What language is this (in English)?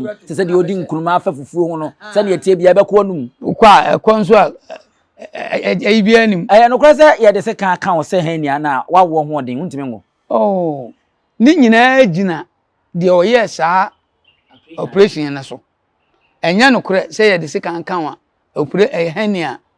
Akan